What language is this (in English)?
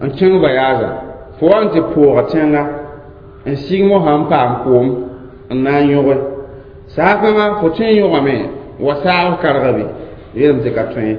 Mossi